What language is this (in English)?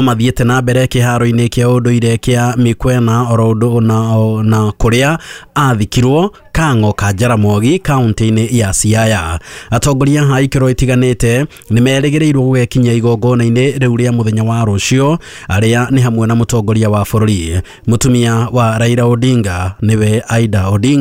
Kikuyu